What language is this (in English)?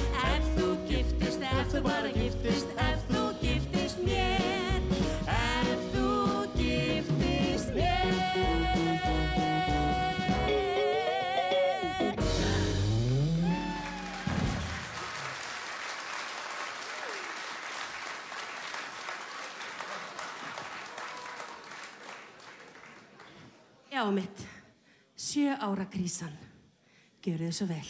Icelandic